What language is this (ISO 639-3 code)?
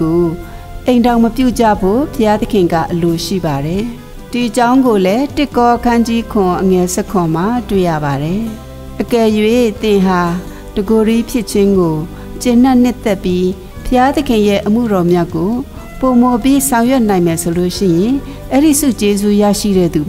mya